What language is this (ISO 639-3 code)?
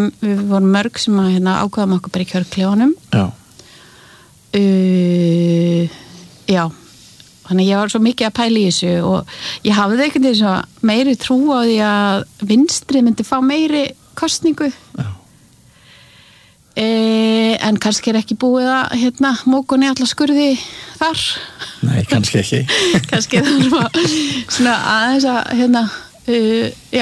isl